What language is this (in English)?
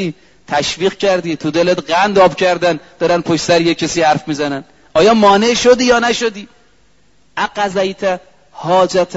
Persian